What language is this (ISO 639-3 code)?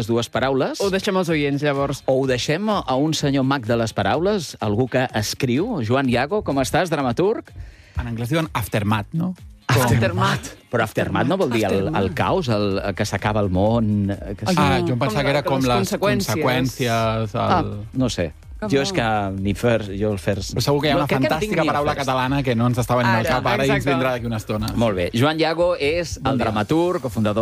cat